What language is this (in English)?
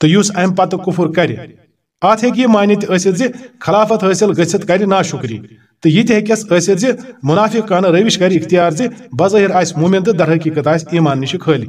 Kashmiri